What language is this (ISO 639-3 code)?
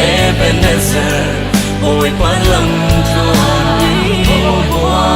cfm